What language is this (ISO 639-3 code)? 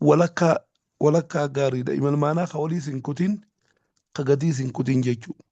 orm